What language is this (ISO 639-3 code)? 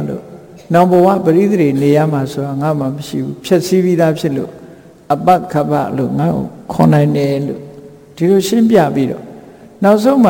mya